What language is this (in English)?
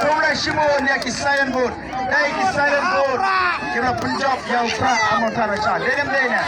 Khasi